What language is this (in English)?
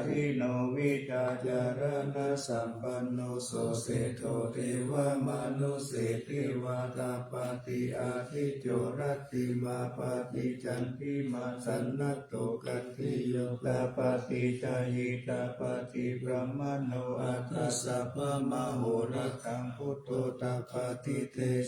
Pali